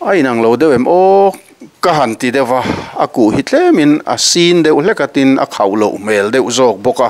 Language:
Mizo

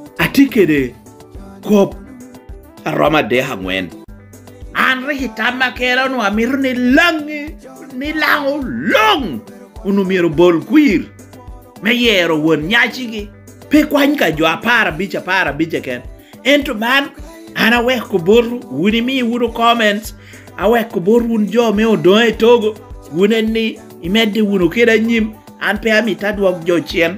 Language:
Lango (Uganda)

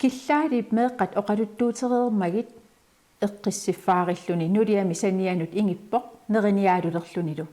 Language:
Kalaallisut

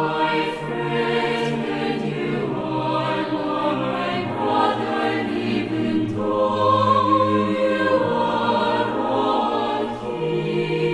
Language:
South Bolivian Quechua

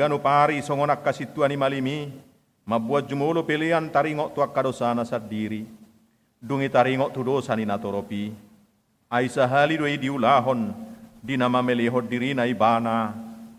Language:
Batak Toba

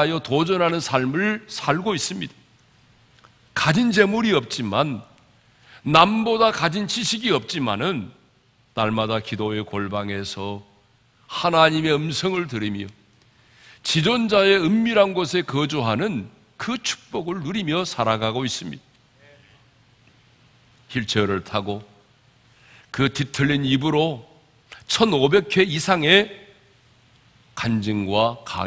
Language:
Korean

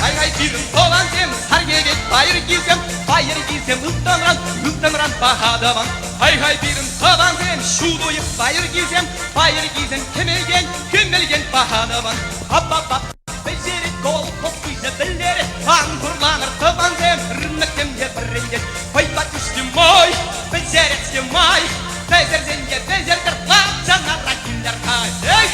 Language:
Chuvash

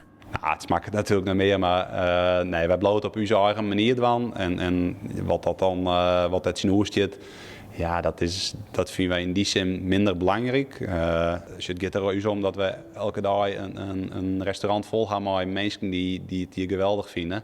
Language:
Western Frisian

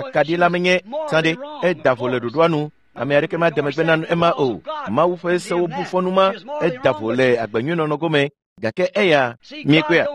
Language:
Ewe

